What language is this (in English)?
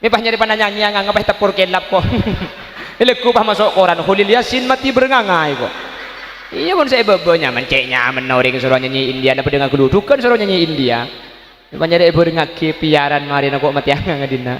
Madurese